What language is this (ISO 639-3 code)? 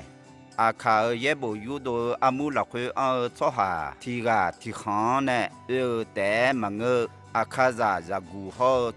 ahk